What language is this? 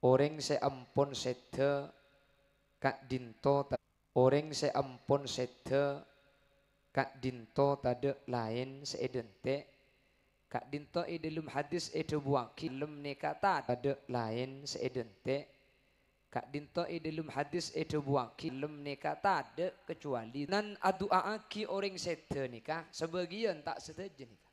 Madurese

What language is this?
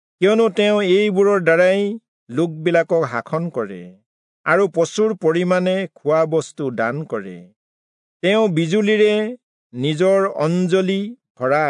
Assamese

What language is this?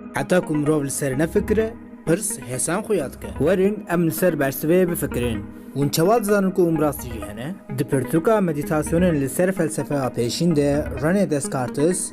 Kurdish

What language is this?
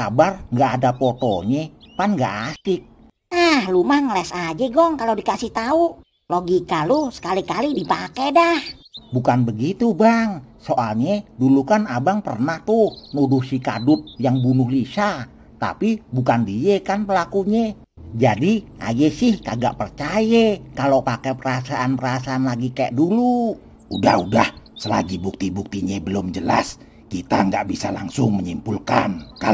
Betawi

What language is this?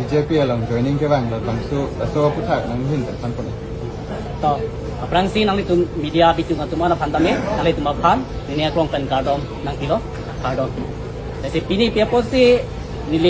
Karbi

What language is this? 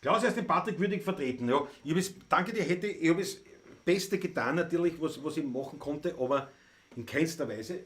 Bavarian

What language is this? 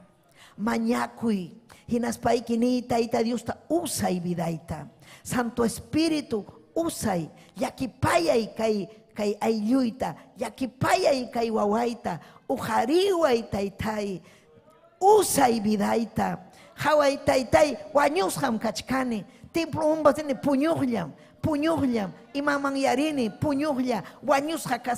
Ayacucho Quechua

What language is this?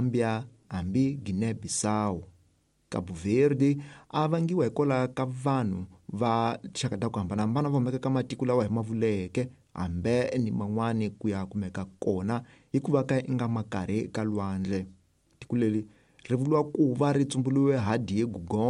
Tsonga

